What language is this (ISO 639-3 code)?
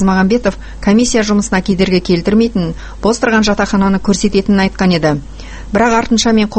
kaz